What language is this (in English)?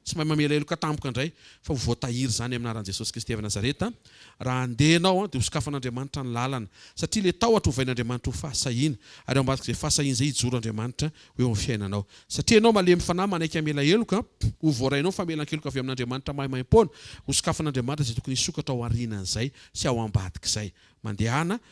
Malagasy